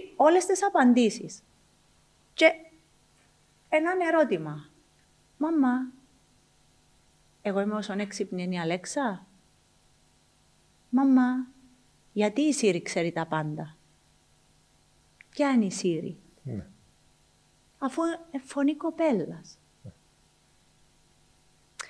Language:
Greek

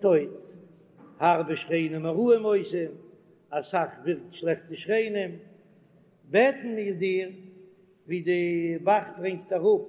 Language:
Yiddish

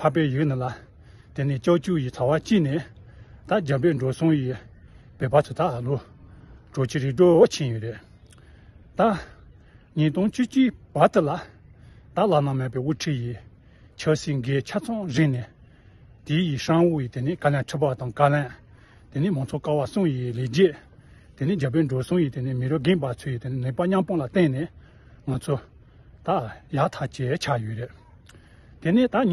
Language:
Tibetan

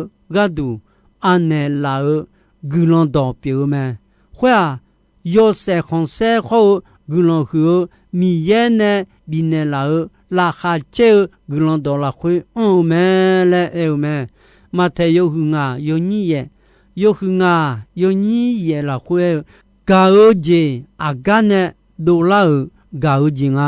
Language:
Akha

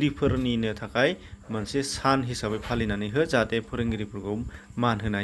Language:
Bodo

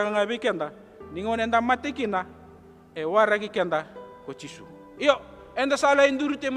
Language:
Fijian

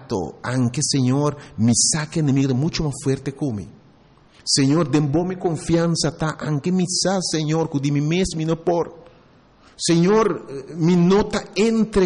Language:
Papiamento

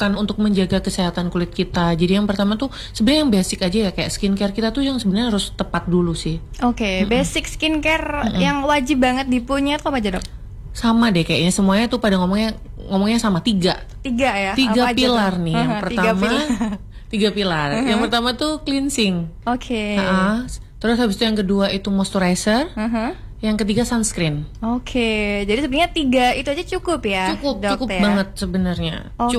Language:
Indonesian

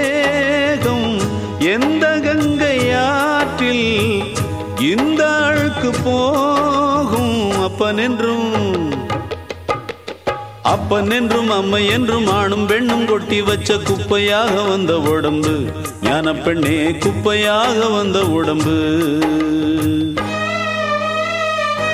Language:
Tamil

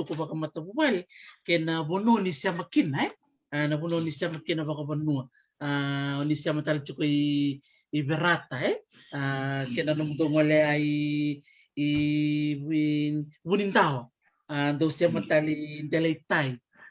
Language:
Fijian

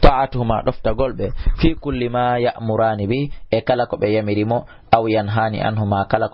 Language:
Fula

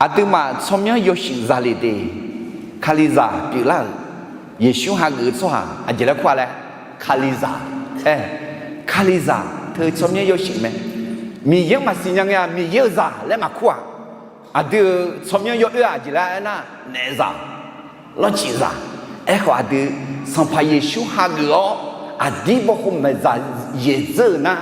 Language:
Akha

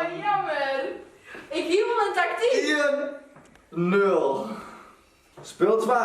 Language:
Western Frisian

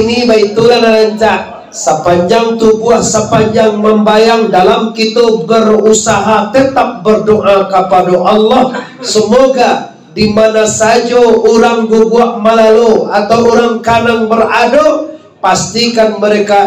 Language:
Minangkabau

